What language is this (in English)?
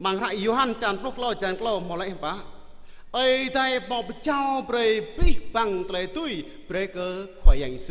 Jarai